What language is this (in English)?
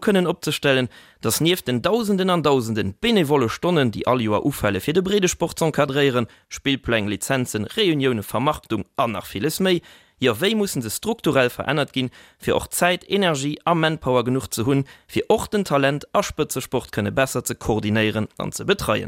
Luxembourgish